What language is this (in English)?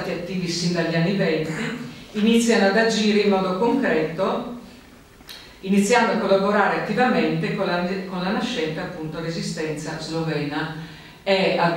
Italian